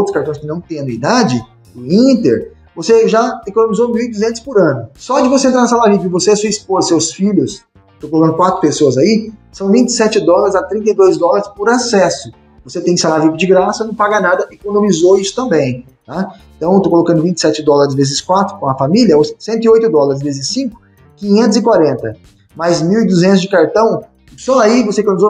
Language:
Portuguese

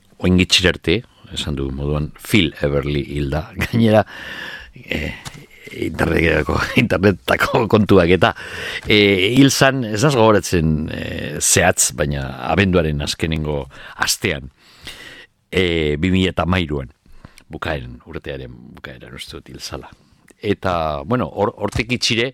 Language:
Basque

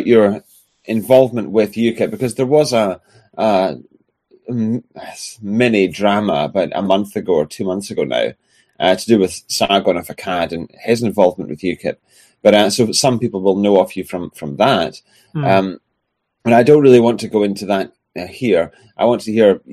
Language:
English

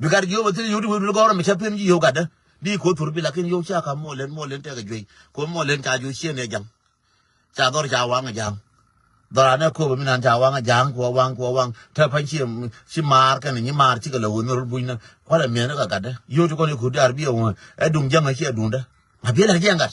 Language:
Nuer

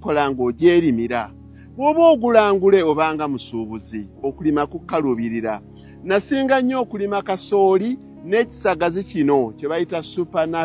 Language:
Ganda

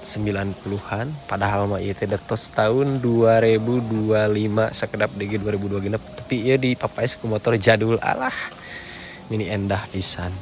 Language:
Sundanese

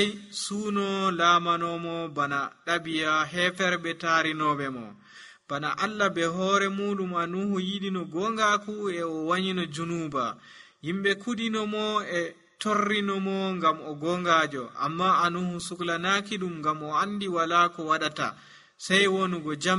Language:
Nigerian Fulfulde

